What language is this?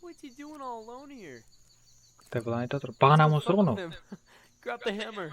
Kara-Kalpak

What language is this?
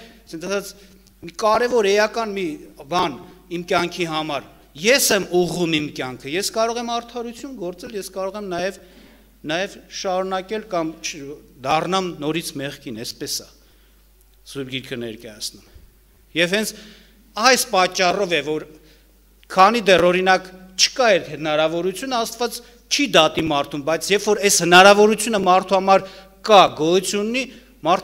Armenian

